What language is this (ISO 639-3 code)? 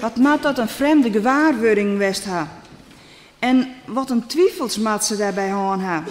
fry